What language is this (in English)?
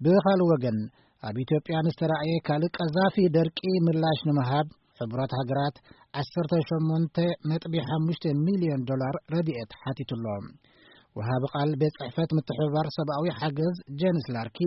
Tigrinya